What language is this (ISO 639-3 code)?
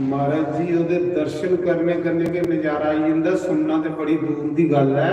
doi